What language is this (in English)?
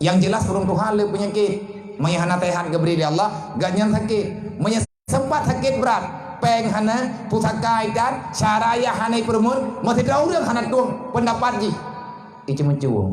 Achinese